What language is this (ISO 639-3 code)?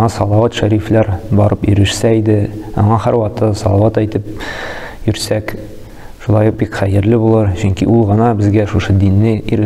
tat